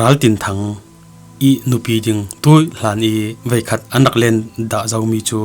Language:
Falam Chin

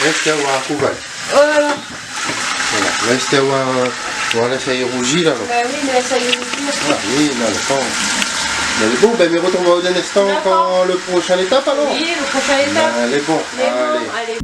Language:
Réunion Creole French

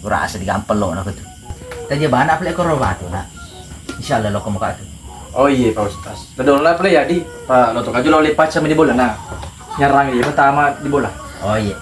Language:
Buginese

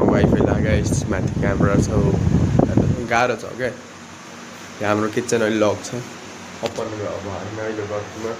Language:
Nepali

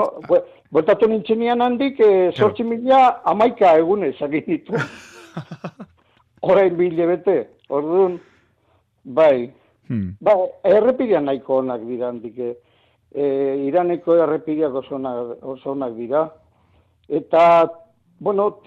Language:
Basque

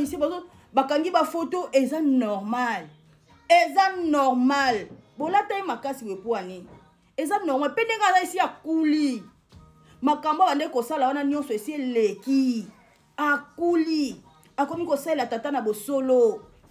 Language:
Lingala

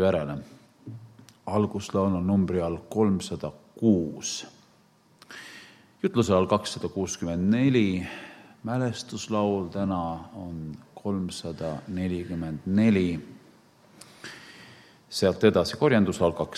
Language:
Estonian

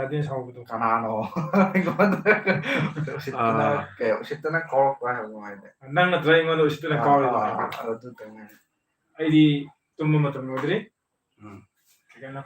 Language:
Manipuri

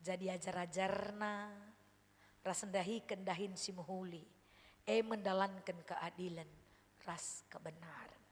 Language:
Batak Karo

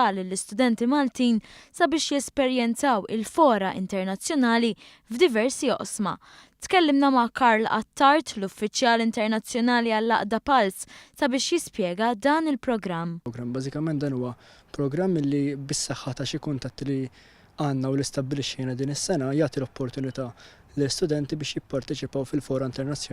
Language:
Maltese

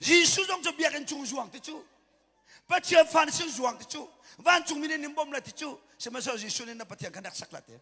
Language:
Hakha Chin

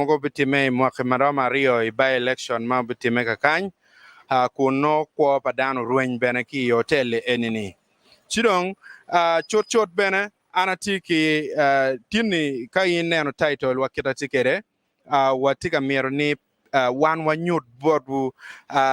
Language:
Acoli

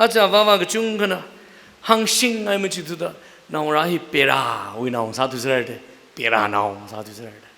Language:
Tangkhul Naga (India)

